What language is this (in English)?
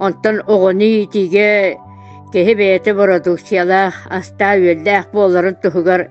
Yakut